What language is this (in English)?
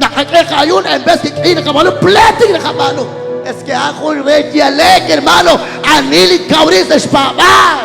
Kekchí